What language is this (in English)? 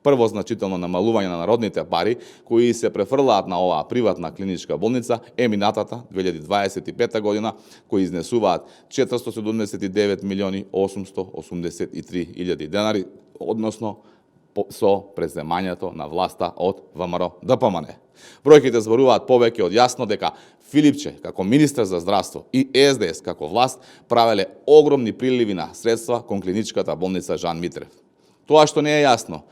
Macedonian